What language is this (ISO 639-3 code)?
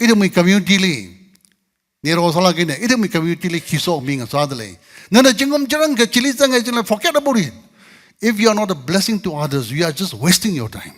nmf